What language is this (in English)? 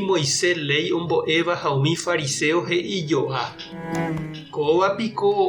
Guarani